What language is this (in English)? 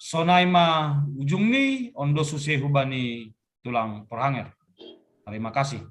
Batak Simalungun